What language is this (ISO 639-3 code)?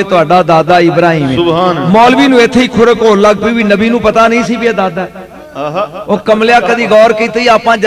pan